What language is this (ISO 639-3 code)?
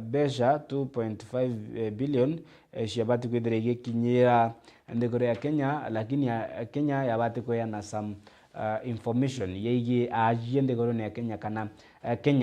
mer